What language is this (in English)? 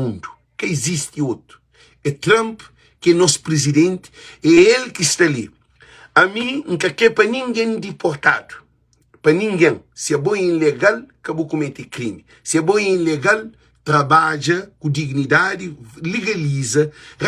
Kabuverdianu